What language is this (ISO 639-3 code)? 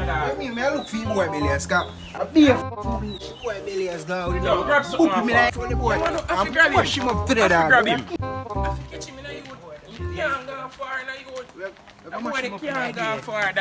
jam